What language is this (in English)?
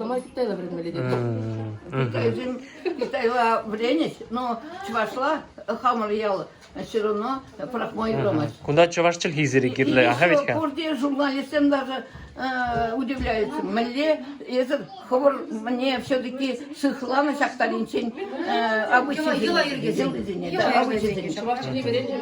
Chuvash